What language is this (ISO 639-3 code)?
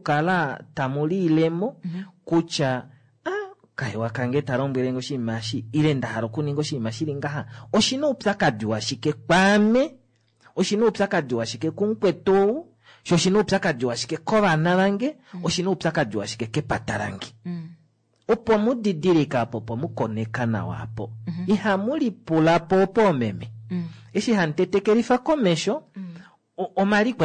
kua